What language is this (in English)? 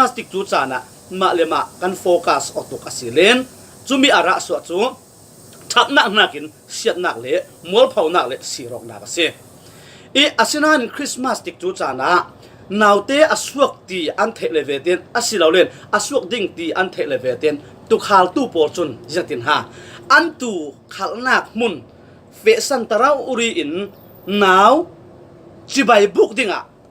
Falam Chin